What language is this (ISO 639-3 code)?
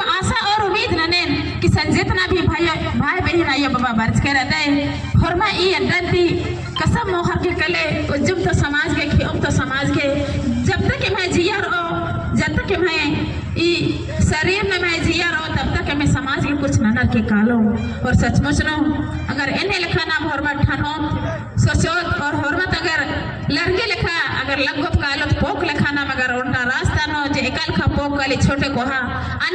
kru